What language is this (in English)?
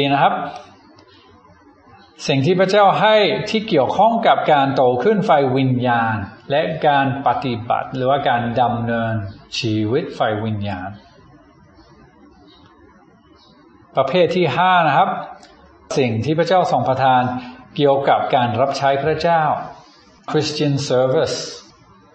Thai